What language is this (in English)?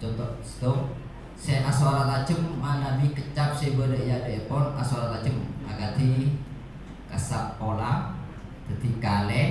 Madurese